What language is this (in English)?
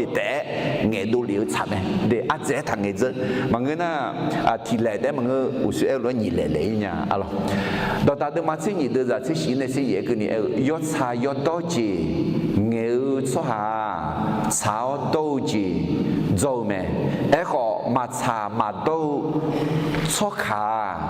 Akha